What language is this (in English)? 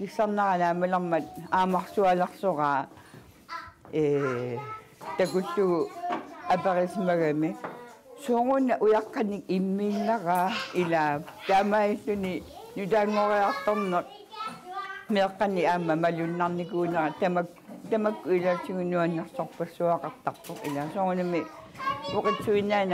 Kalaallisut